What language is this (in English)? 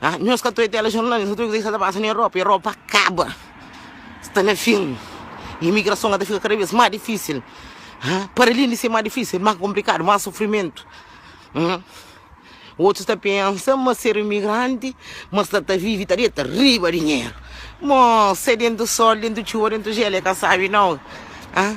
Kabuverdianu